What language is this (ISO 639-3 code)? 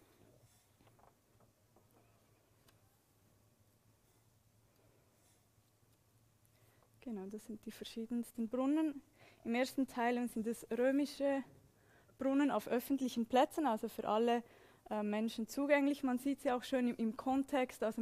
deu